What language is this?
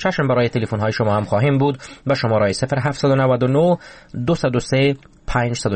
Persian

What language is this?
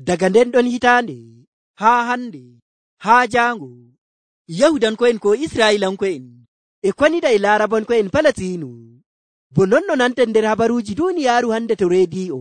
Nigerian Fulfulde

